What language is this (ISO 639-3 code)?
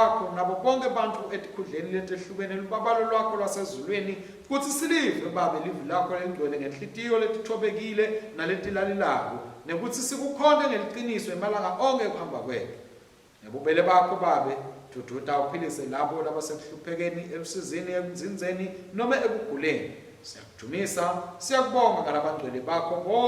ssw